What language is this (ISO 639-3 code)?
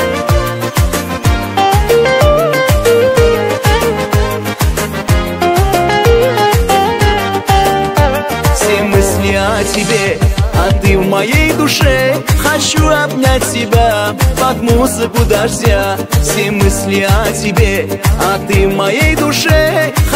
rus